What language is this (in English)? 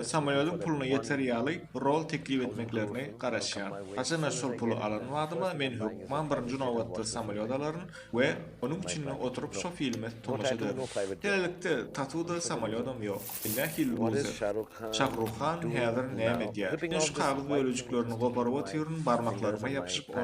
Turkmen